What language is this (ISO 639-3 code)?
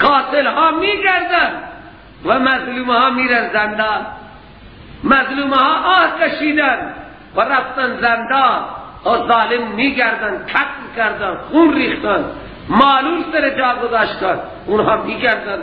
fas